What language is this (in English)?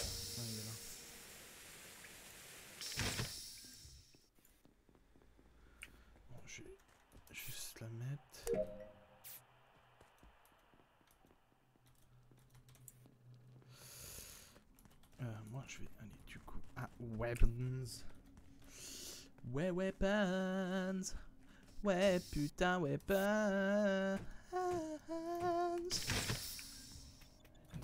French